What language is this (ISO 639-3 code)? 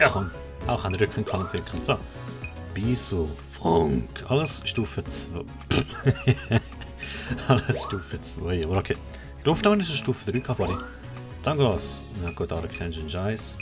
gsw